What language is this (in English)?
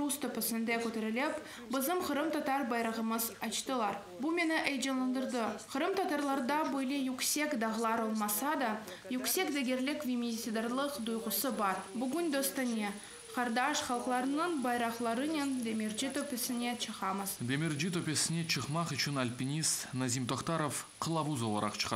Crimean Tatar